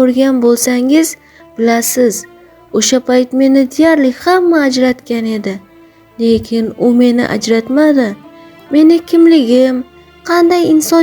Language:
Uzbek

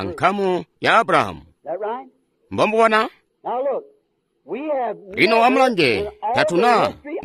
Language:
Tonga (Zambia)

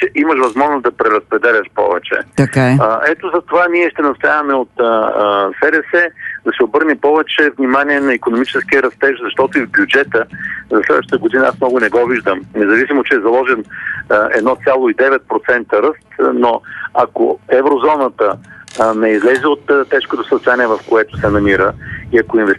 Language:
Bulgarian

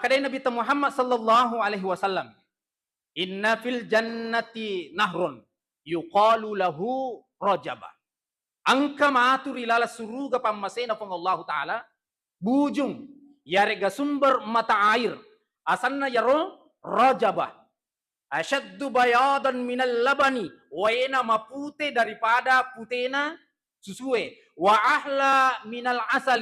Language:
Buginese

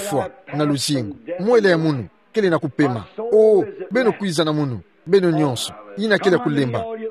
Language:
Kituba (Democratic Republic of Congo)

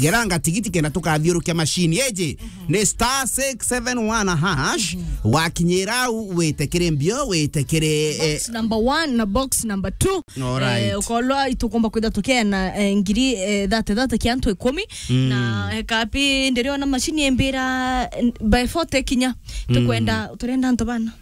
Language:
Meru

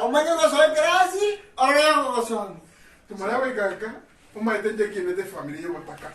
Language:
Gusii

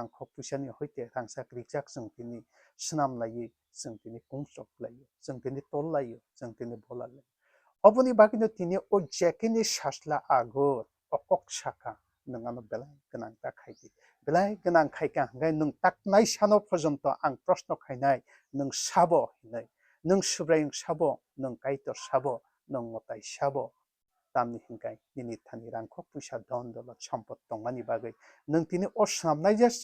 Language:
Kok Borok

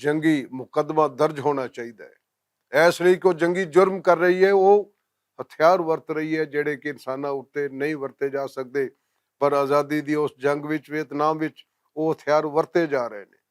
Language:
Western Panjabi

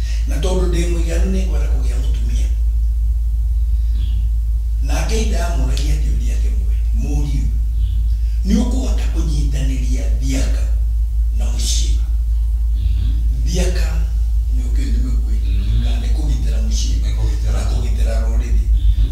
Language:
Kikuyu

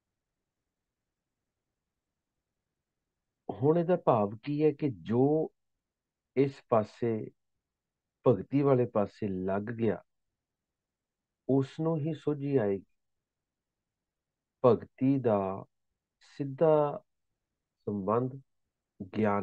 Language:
Punjabi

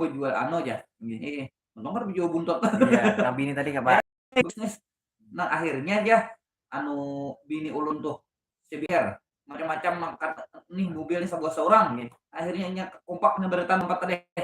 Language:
Banjar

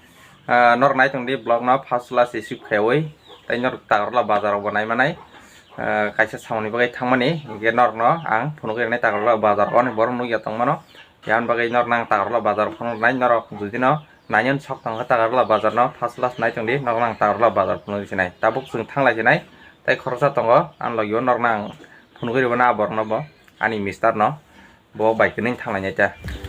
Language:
Kok Borok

